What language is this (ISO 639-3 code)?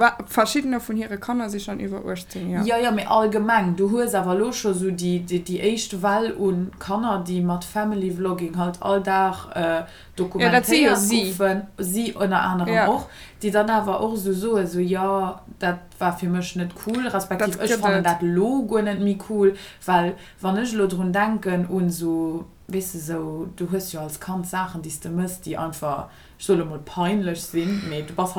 ltz